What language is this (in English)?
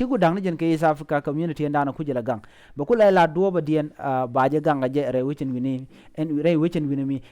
Nuer